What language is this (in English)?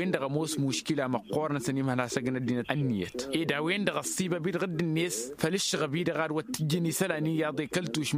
Tamasheq